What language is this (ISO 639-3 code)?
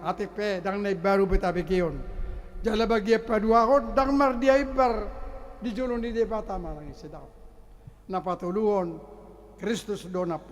bbc